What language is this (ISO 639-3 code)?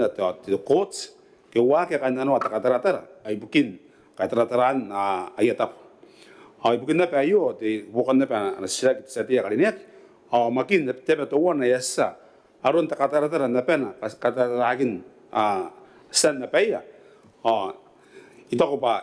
gil